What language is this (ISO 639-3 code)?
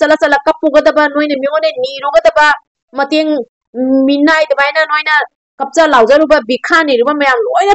mni